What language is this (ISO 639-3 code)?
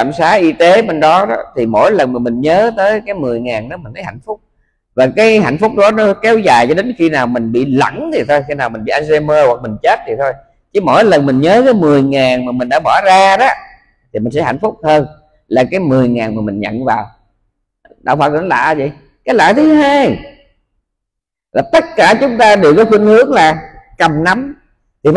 vie